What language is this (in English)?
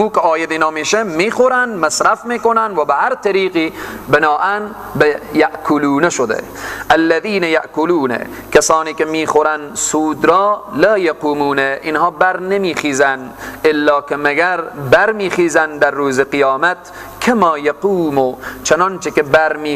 Persian